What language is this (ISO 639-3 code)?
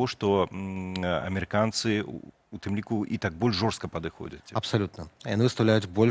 bel